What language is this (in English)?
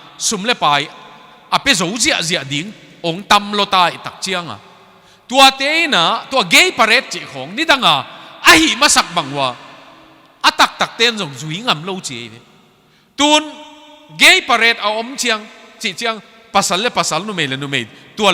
Tedim Chin